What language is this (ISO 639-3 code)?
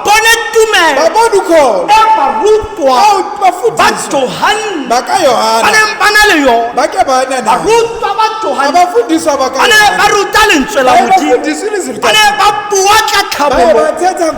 tsn